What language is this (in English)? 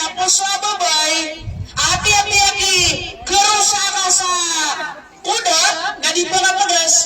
Maranao